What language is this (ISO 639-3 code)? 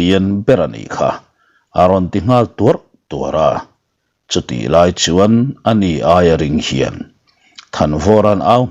lus